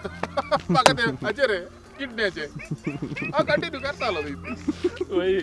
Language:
Konkani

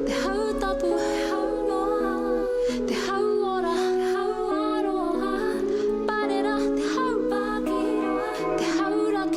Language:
Māori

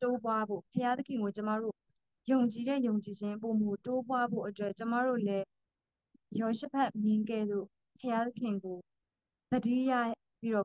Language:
Burmese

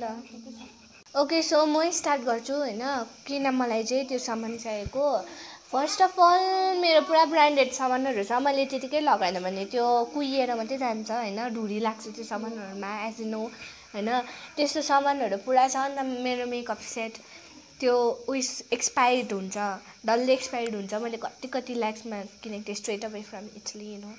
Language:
Nepali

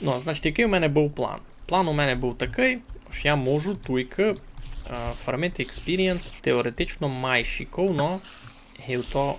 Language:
Rusyn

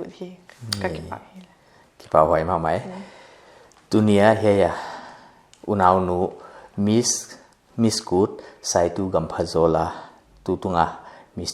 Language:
Paite Chin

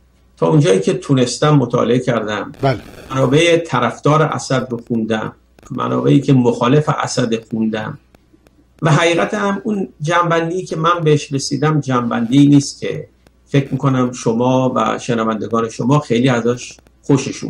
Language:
Persian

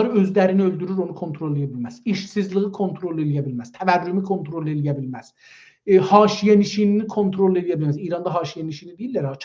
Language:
South Azerbaijani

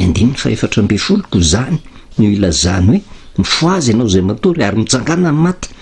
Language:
Malagasy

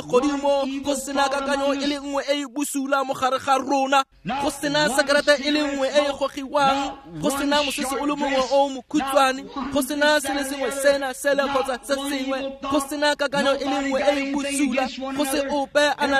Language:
Tswana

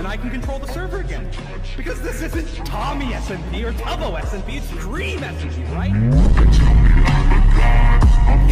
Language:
English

